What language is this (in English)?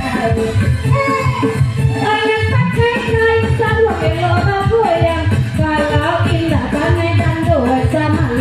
Minangkabau